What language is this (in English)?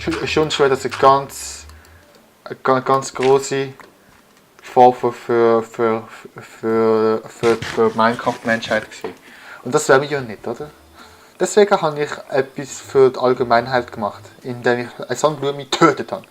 Swiss German